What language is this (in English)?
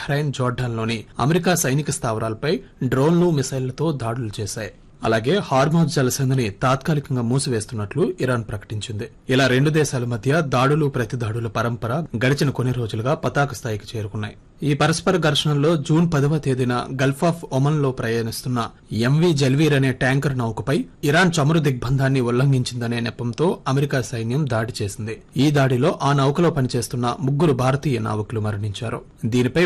Telugu